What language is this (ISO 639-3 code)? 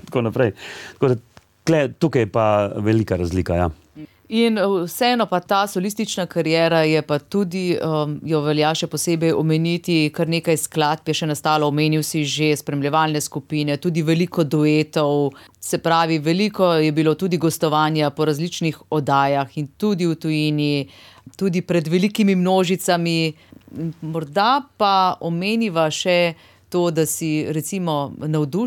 slv